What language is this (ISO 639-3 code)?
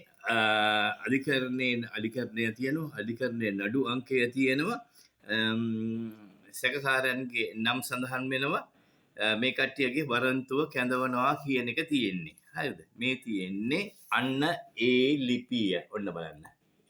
sin